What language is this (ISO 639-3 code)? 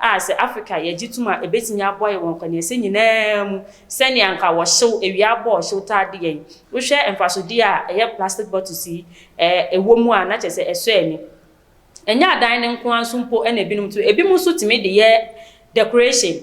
aka